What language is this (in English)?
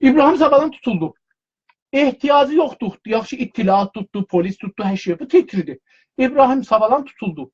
South Azerbaijani